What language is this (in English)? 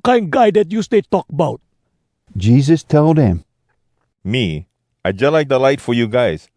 Hawai'i Creole English